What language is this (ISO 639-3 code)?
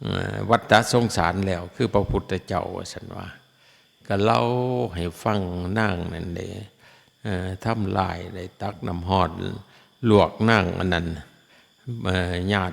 lao